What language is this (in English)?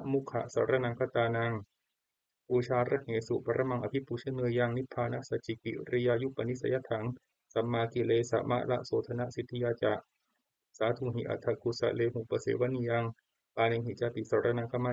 Pali